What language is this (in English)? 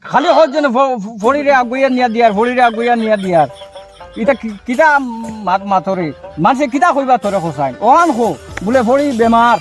Sylheti